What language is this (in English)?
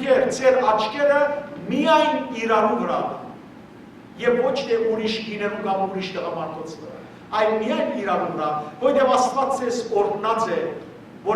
Western Armenian